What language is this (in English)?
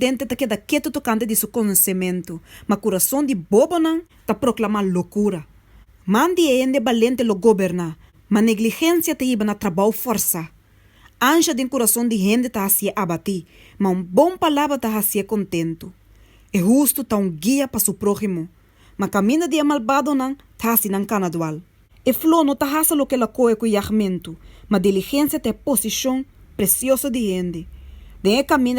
Papiamento